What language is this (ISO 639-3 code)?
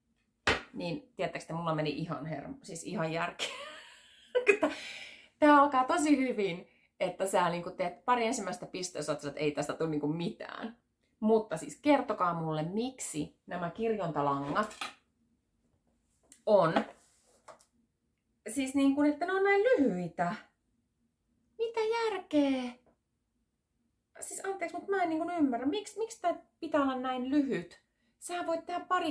fin